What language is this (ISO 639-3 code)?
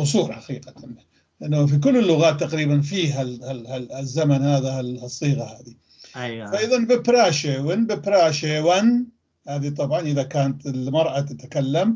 apc